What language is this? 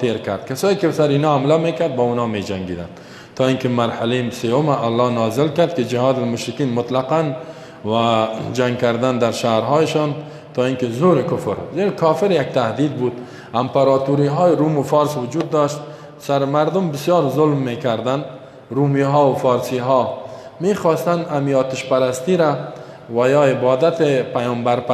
Persian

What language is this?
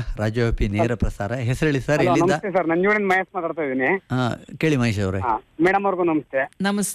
Kannada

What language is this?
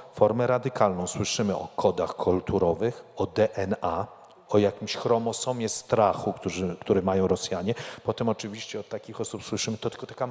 Polish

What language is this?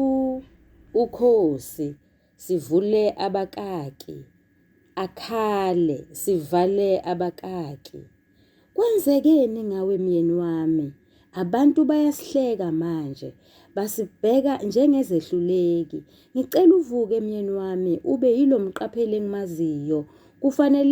Zulu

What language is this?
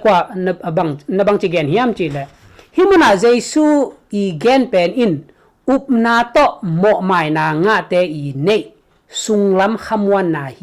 Tedim Chin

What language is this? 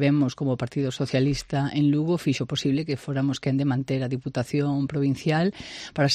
Galician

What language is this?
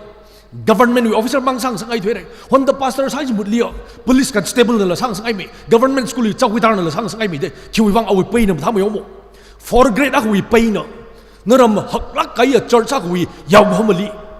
Tangkhul Naga (India)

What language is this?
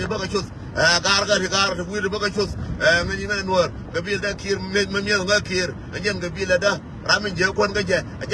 Nuer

